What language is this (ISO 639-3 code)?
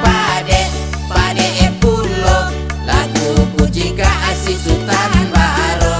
min